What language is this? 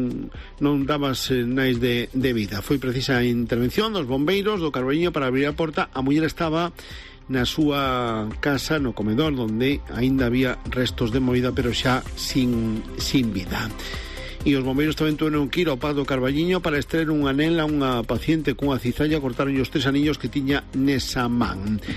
Galician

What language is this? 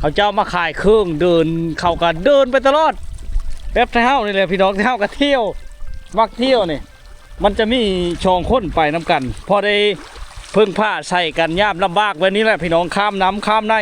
Lao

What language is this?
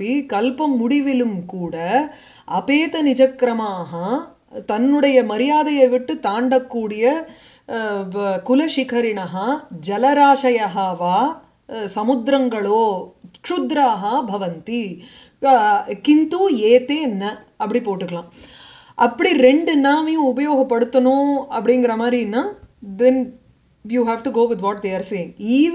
Tamil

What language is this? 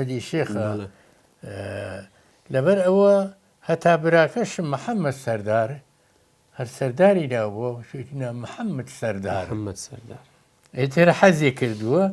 Central Kurdish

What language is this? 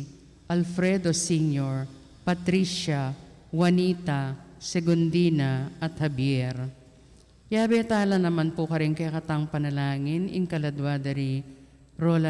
Pampanga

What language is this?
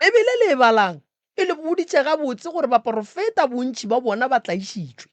Northern Sotho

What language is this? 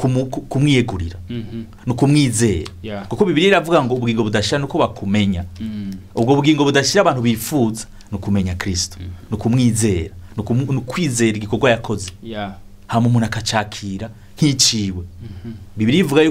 Rundi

